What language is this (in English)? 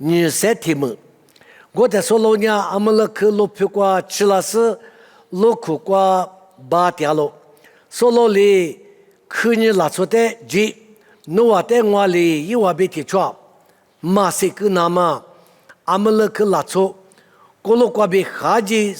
Lisu